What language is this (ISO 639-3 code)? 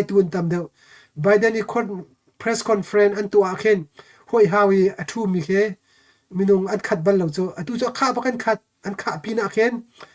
cnh